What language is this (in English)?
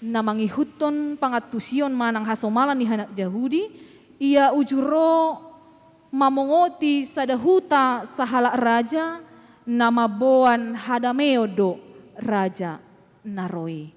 Batak Toba